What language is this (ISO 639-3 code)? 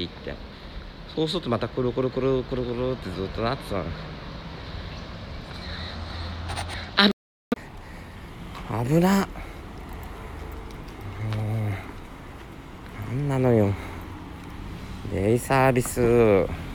jpn